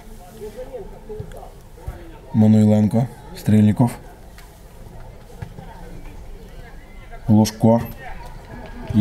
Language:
Ukrainian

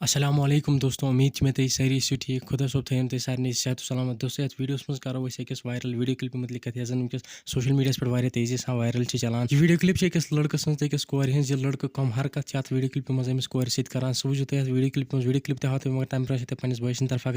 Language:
Kashmiri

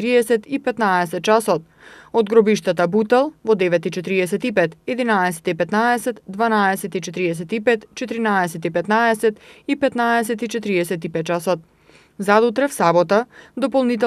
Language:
Macedonian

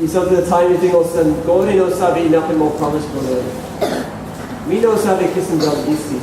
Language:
Tok Pisin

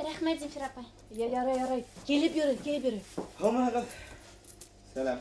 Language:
Bashkir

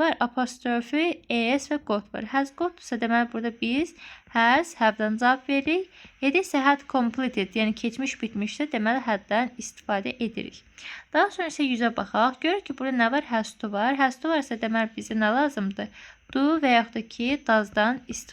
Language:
Azerbaijani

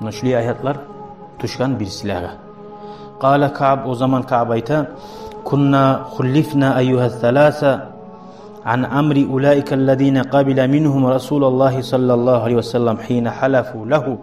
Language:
Kumyk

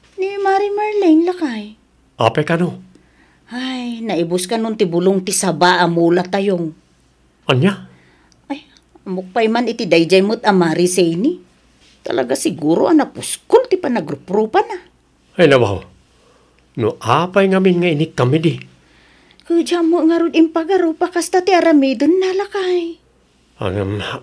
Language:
Iloko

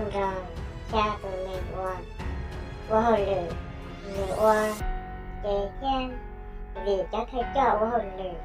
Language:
Hmong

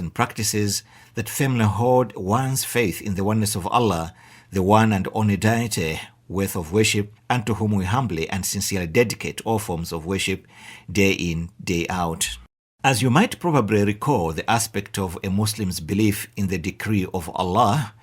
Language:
English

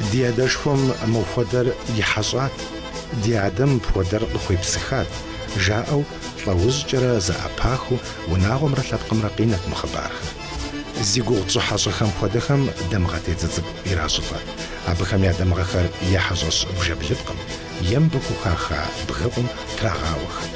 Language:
Kabardian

